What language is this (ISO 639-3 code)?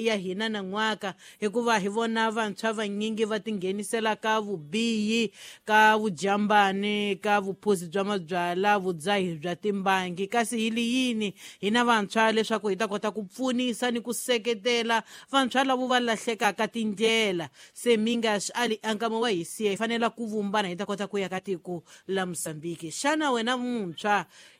tso